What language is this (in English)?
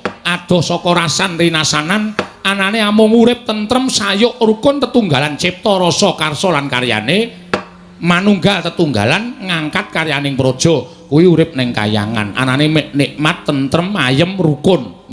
Javanese